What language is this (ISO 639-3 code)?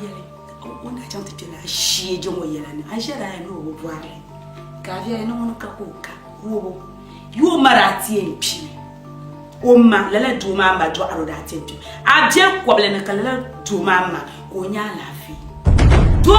dag